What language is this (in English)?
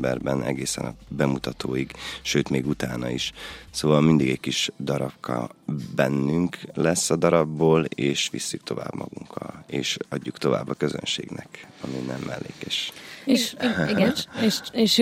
Hungarian